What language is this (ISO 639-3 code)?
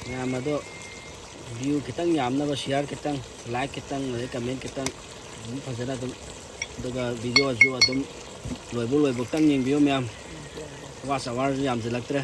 mni